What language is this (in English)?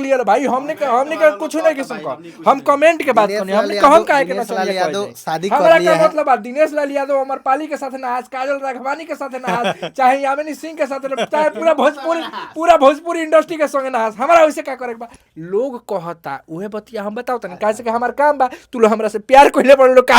Bhojpuri